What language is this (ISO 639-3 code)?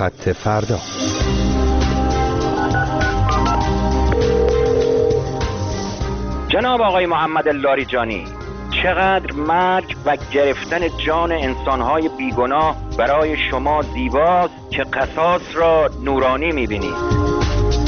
fas